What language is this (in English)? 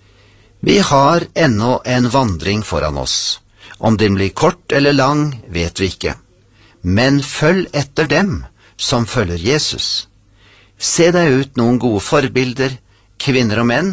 Norwegian